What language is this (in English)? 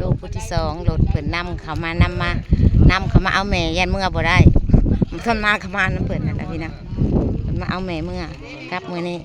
Northeastern Thai